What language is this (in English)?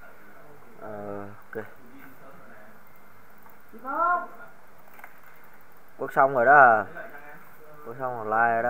Vietnamese